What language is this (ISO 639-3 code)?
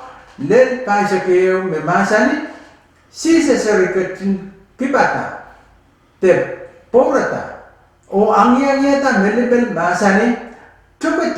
pon